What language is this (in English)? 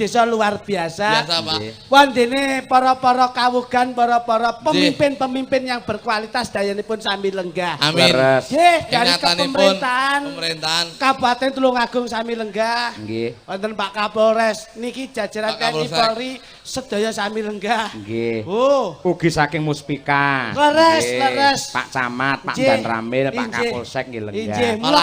Javanese